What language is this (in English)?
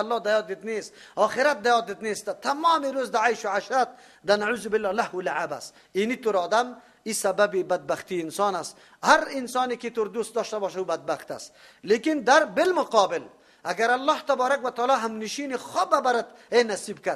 Persian